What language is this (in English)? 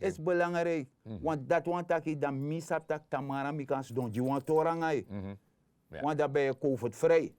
Sranan Tongo